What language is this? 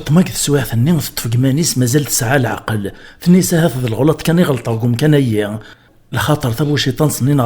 Kabyle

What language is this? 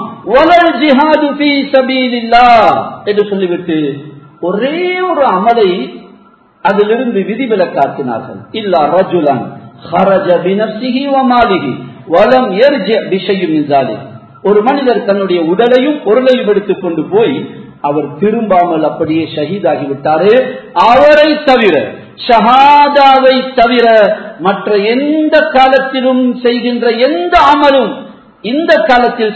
Tamil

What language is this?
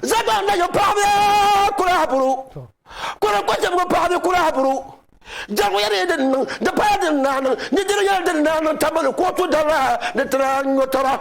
Dagbani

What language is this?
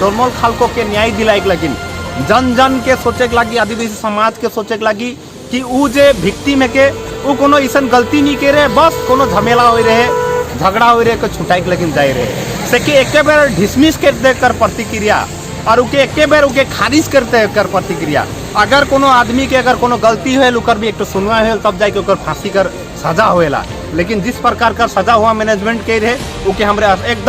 Sadri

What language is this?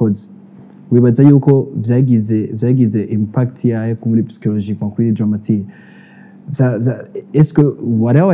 Rundi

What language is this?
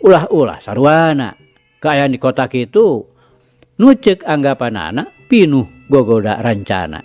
Sundanese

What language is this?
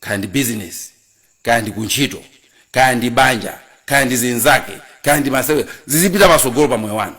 Nyanja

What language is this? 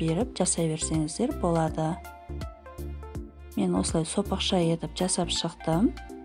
Kazakh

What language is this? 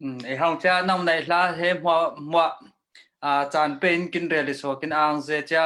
Falam Chin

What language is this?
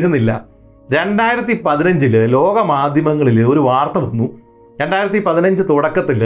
Malayalam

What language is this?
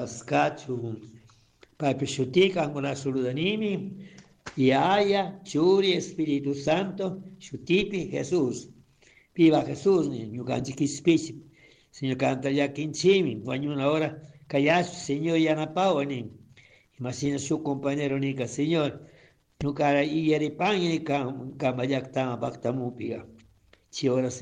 Chimborazo Highland Quichua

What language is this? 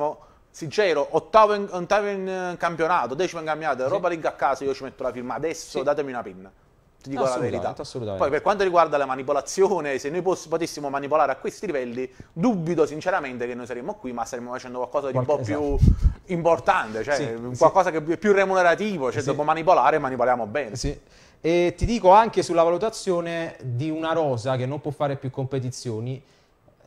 Italian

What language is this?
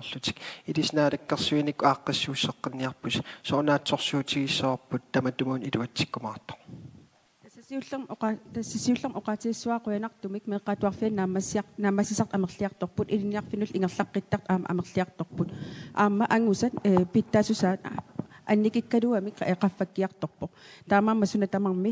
Kalaallisut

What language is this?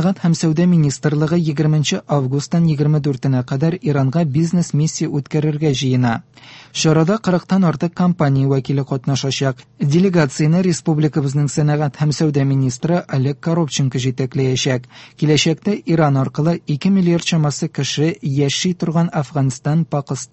Tatar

